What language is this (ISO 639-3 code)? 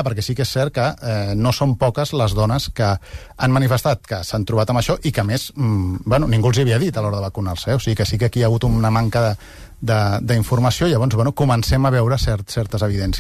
cat